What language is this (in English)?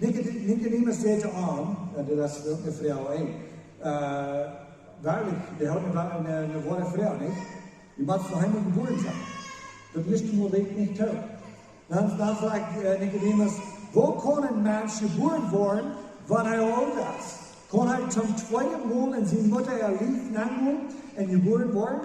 Plautdietsch